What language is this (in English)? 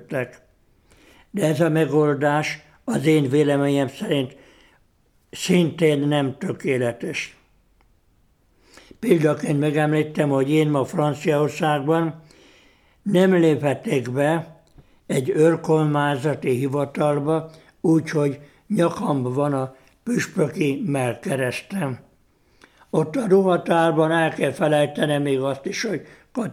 Hungarian